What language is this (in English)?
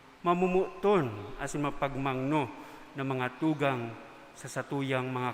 Bikol